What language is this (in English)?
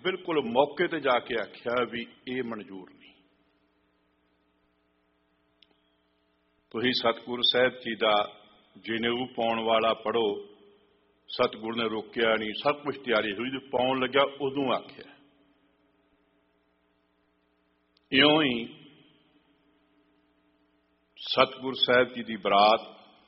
Punjabi